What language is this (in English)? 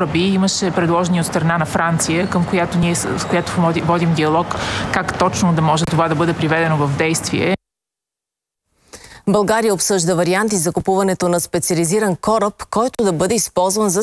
Bulgarian